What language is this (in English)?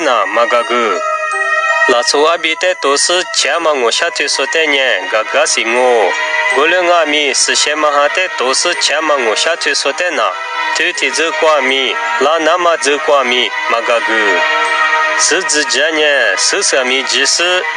Lisu